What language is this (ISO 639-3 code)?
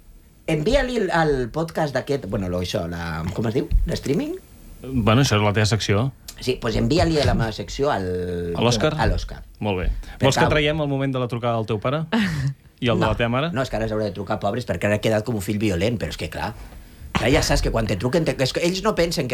cat